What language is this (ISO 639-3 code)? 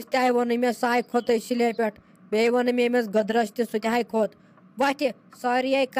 kas